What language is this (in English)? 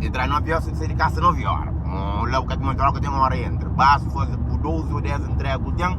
Kabuverdianu